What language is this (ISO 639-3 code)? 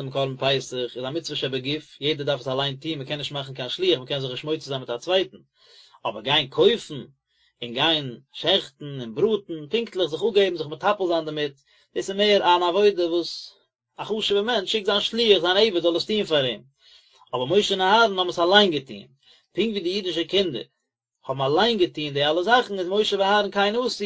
yid